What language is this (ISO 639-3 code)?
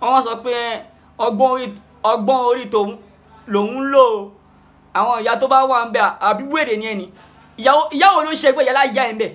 yor